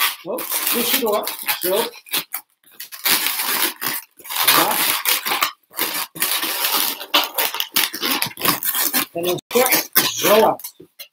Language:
Dutch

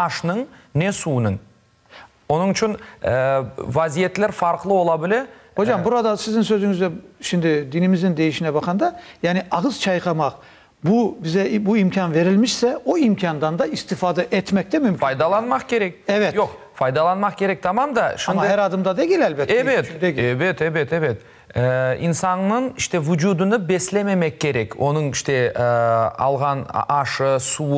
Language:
Crimean Tatar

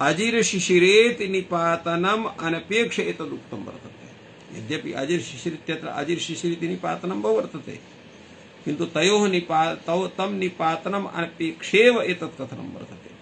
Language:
Sanskrit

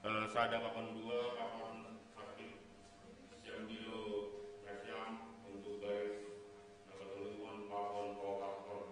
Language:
Batak Simalungun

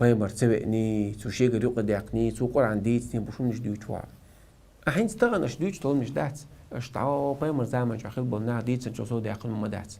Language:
Chechen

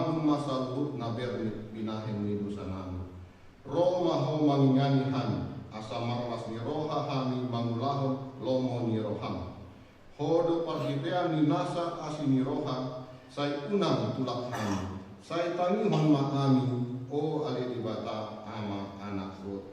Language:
Batak Toba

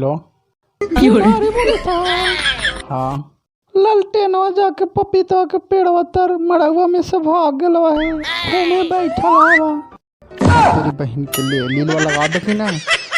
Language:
Magahi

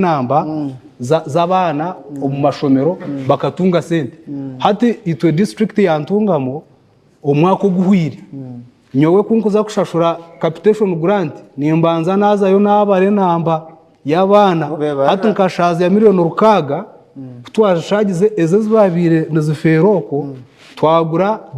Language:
Nyankole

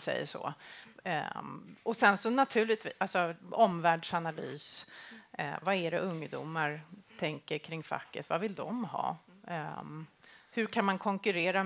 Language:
Swedish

